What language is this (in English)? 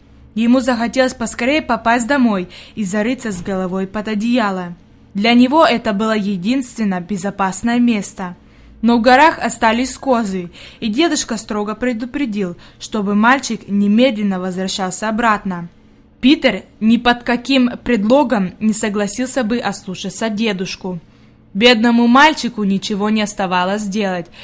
Russian